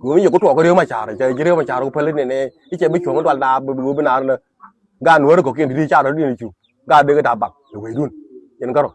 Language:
Nuer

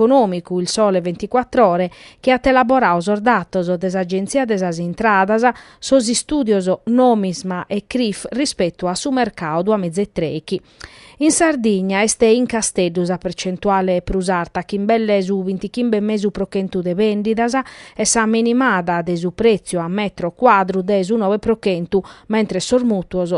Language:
Sardinian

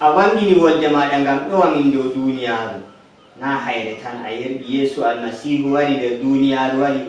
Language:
Nigerian Fulfulde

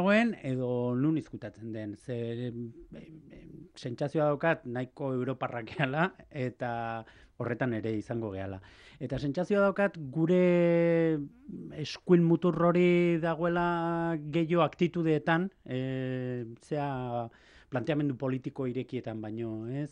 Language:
Basque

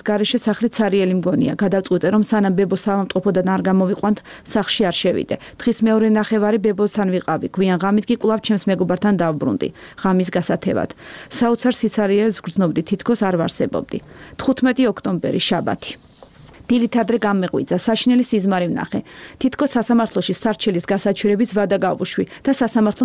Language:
Georgian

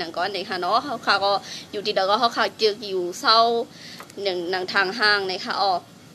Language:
Shan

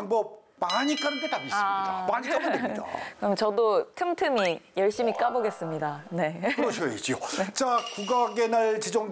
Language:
Korean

